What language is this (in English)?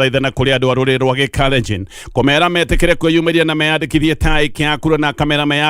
Kikuyu